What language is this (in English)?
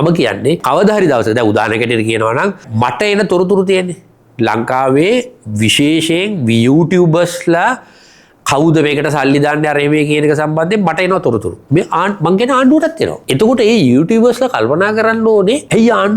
Sinhala